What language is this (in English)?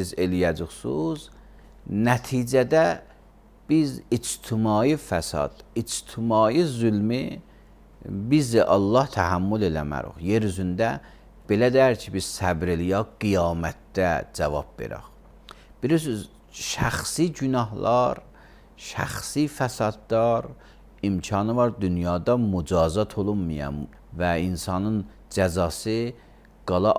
Azerbaijani